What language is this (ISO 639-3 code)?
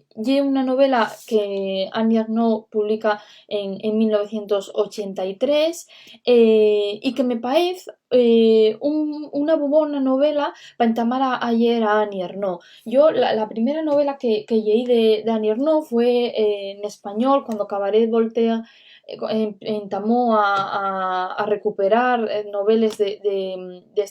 ast